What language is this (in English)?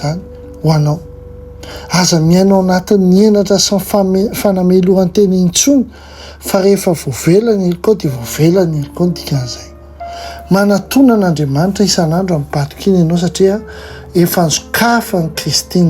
Malagasy